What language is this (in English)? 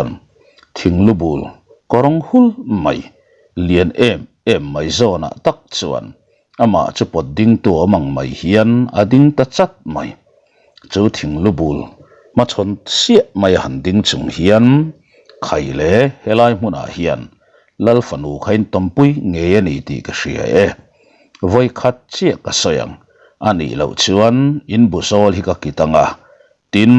Mizo